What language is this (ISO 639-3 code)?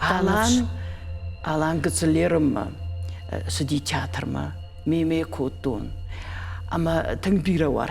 oss